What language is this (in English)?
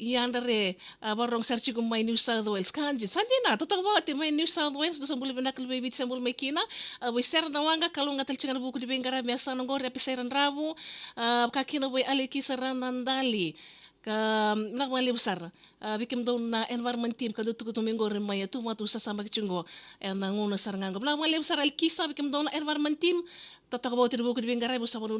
Fijian